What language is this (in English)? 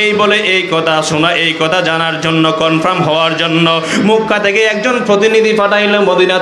Bangla